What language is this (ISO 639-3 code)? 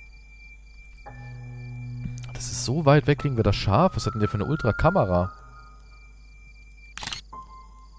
deu